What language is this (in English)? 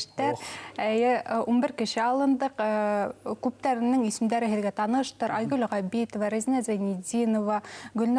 Bashkir